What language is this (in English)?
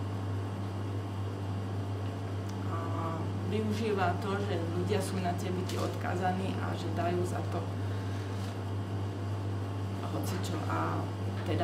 Slovak